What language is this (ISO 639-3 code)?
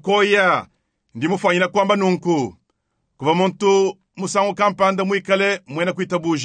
lua